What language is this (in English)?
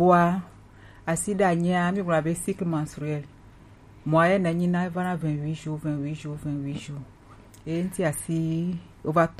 Gen